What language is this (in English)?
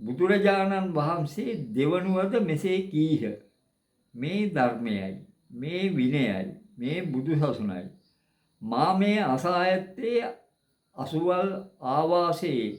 Sinhala